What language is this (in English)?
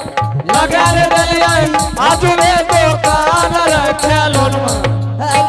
Angika